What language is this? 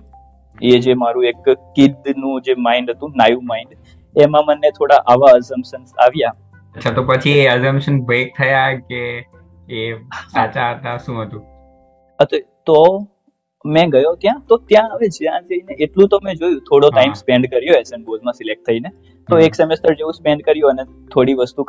Gujarati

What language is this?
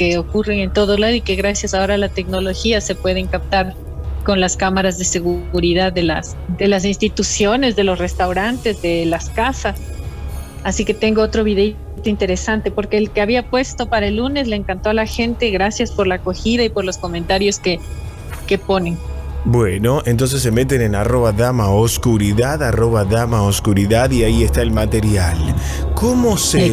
Spanish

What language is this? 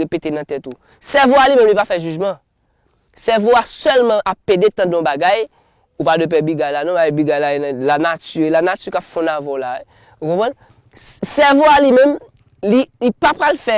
Haitian Creole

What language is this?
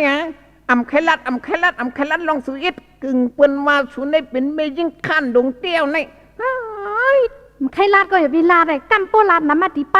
Shan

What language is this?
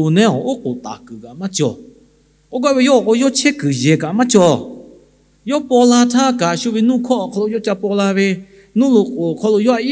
Lahu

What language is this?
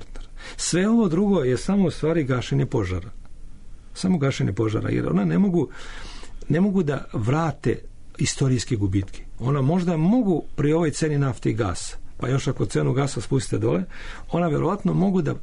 Serbian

